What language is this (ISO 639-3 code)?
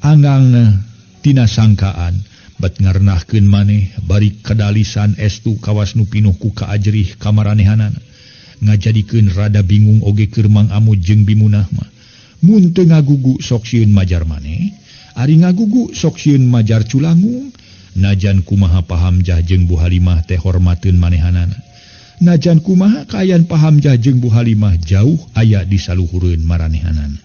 sun